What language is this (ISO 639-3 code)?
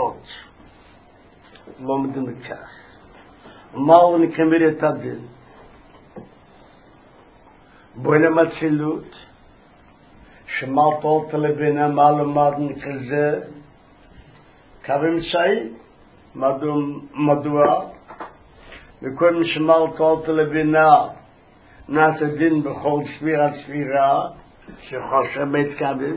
heb